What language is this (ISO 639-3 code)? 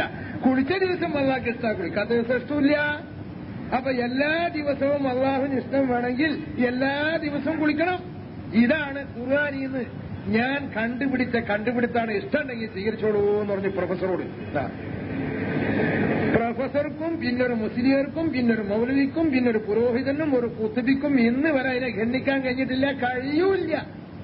mal